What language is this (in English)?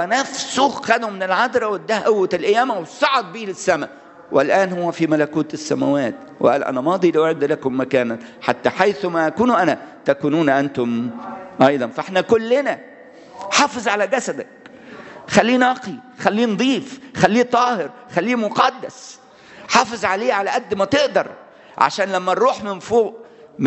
Egyptian Arabic